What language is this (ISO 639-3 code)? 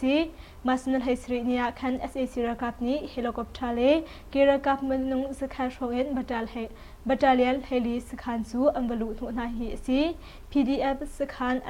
cnh